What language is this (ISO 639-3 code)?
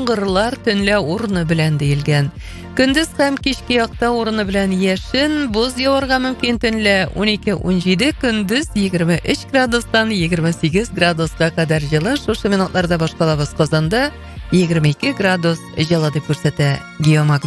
tat